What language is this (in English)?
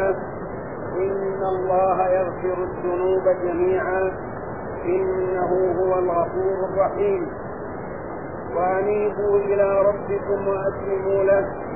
Arabic